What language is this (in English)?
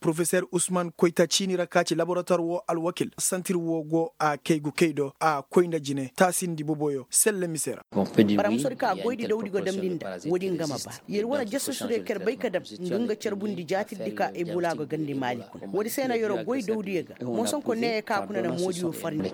Koyraboro Senni